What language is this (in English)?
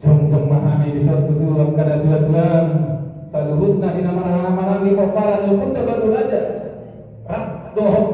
Batak Toba